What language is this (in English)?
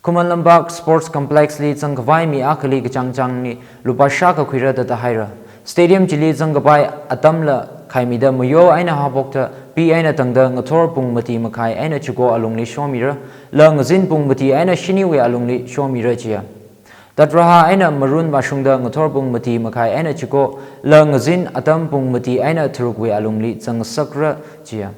Tangkhul Naga (India)